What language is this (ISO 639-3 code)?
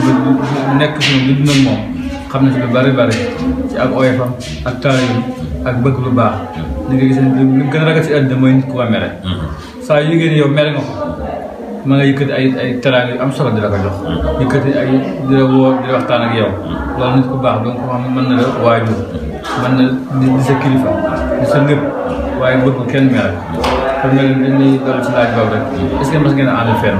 wol